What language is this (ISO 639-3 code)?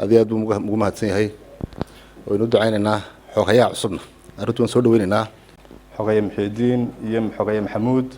som